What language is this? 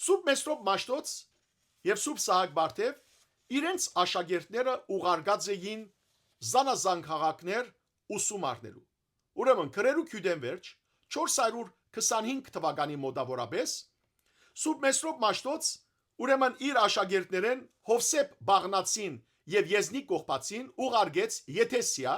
Western Armenian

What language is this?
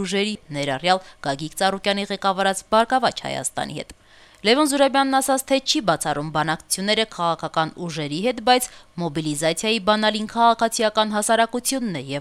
Armenian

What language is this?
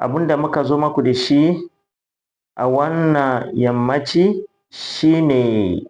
Hausa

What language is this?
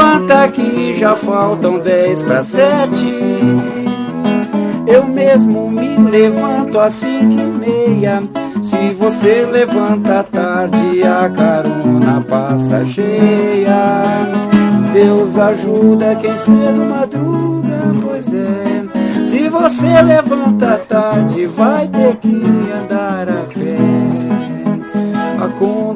Portuguese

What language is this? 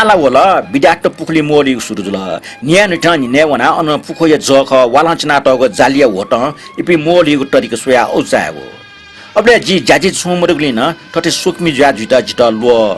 Newari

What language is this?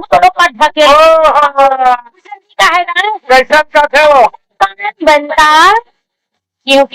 Chhattisgarhi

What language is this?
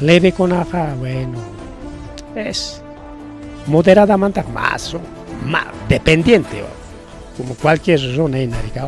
Ayacucho Quechua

